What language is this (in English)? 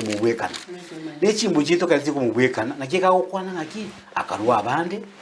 Gusii